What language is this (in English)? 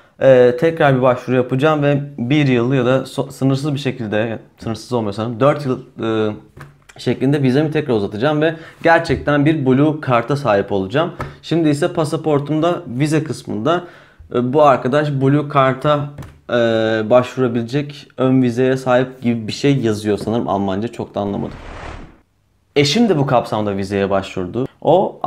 Turkish